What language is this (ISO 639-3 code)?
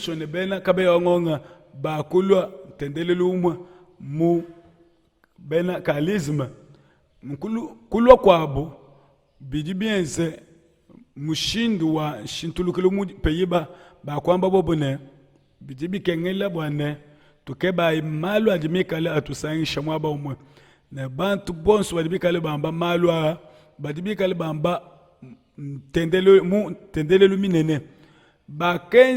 lua